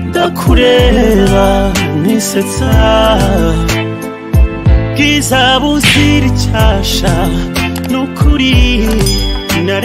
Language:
Kinyarwanda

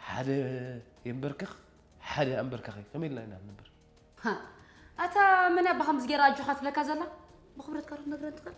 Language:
Tigrinya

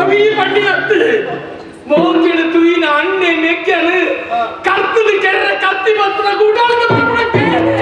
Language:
Tulu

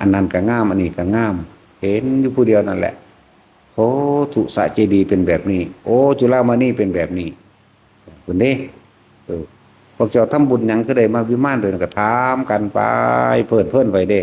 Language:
Northeastern Thai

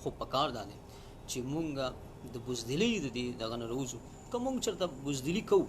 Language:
Pashto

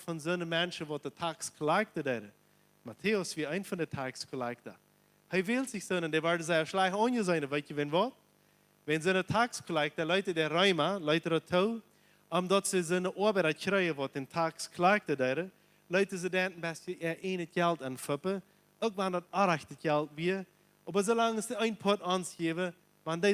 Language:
Plautdietsch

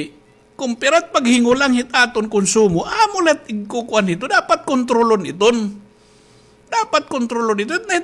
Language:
Waray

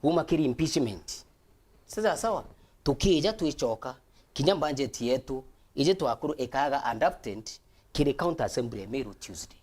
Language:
Meru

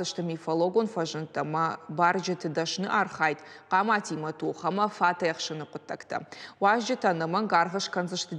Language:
Ossetic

